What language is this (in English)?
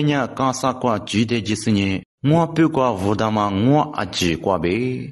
Lisu